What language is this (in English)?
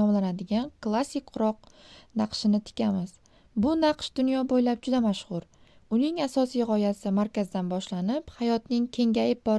Uzbek